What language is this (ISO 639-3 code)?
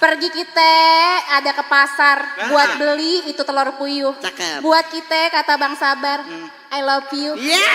bew